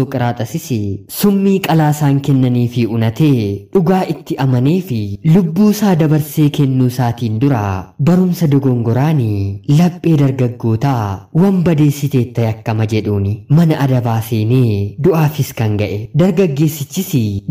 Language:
Oromo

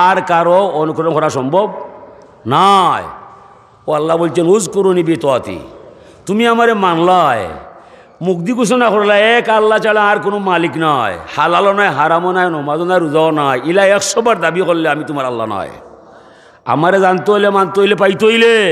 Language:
Sylheti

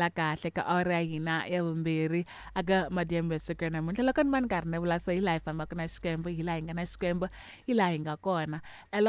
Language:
Tsonga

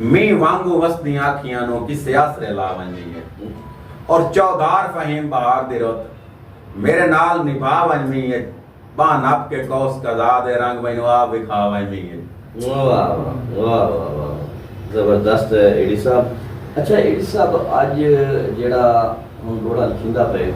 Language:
Saraiki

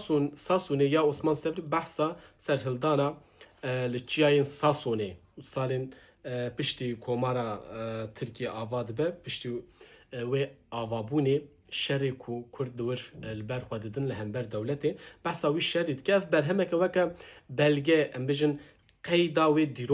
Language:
Kurdish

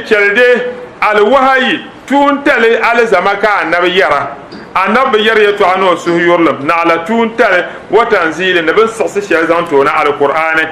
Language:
Dagbani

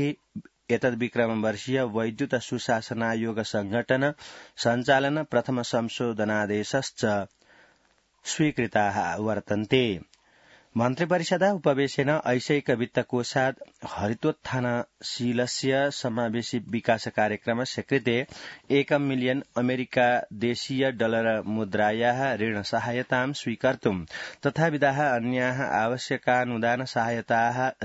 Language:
Sanskrit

